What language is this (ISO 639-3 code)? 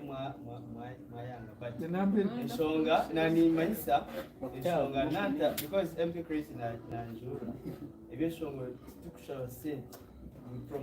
nyn